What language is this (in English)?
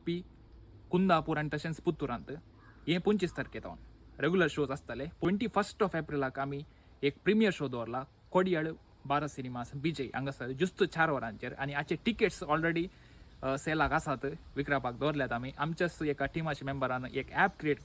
Konkani